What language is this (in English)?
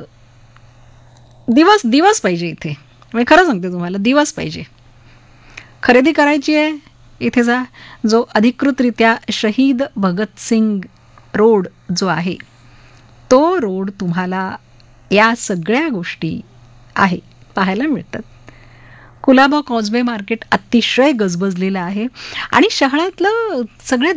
Marathi